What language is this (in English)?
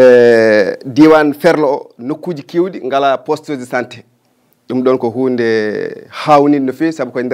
Fula